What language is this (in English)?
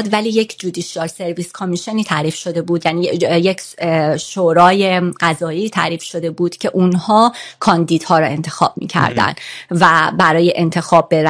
Persian